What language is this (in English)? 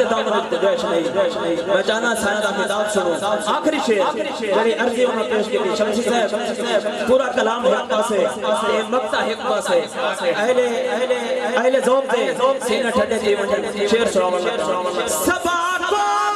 Saraiki